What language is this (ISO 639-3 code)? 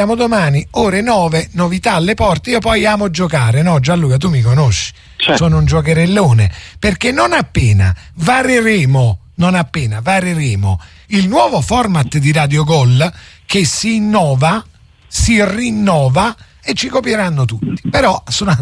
ita